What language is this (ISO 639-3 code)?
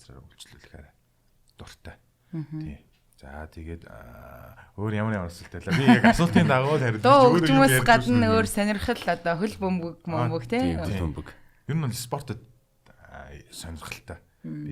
mon